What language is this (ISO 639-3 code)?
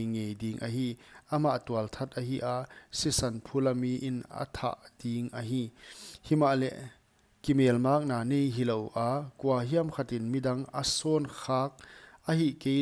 pck